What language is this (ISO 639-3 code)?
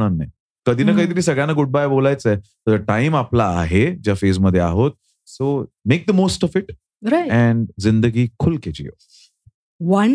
mar